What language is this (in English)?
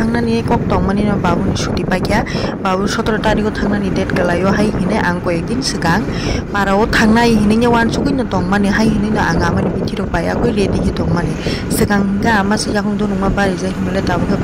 Kok Borok